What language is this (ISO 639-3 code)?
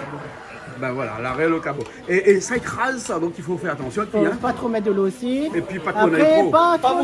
rcf